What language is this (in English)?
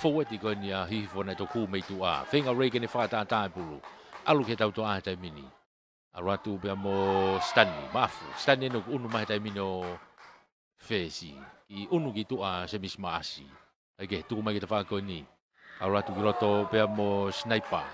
Tongan